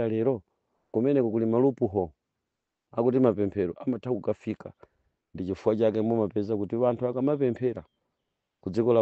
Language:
Nyanja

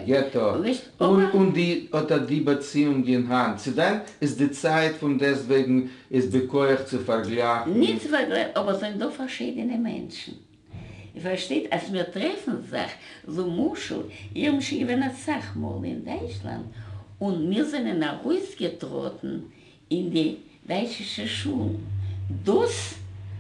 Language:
Yiddish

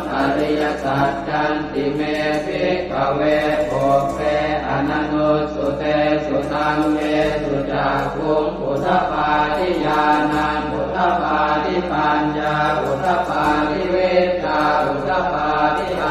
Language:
Pali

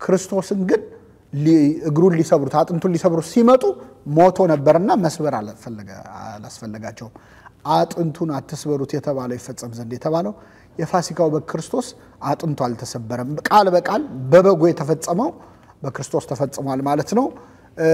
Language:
Amharic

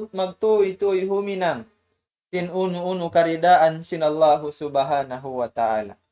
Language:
Tausug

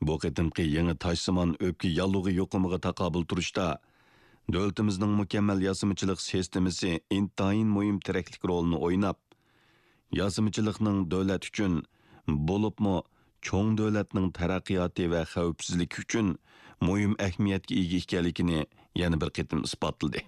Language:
Uyghur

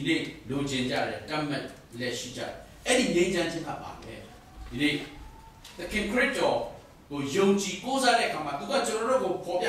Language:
Burmese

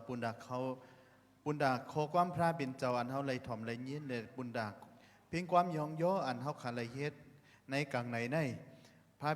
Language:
Shan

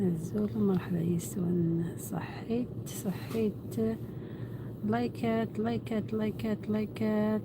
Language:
Algerian Arabic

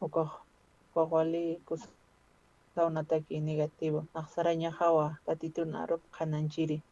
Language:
Aymara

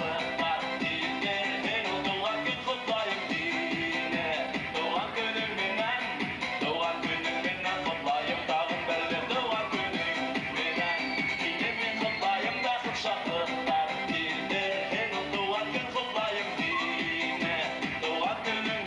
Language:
Bashkir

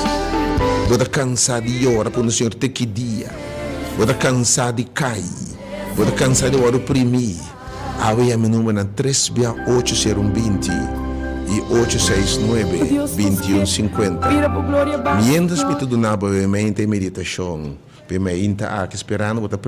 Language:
Papiamento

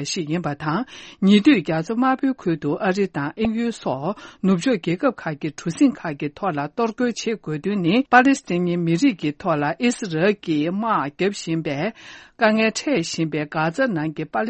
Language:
Tibetan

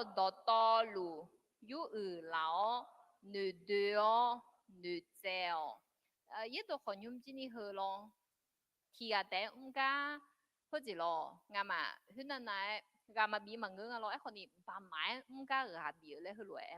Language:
Akha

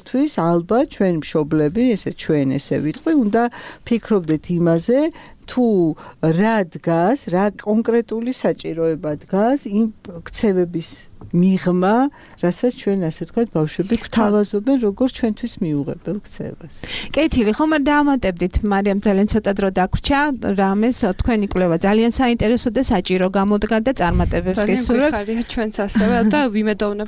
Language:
Georgian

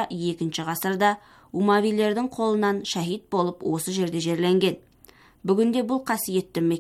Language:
Kazakh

